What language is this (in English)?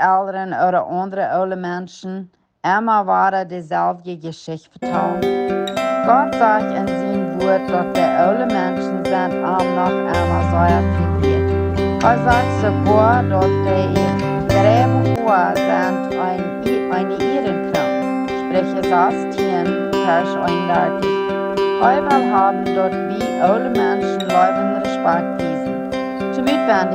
Plautdietsch